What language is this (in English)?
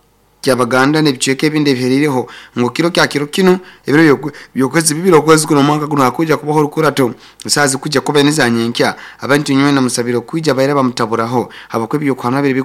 Nyoro